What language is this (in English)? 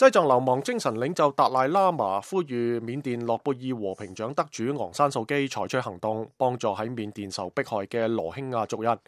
Cantonese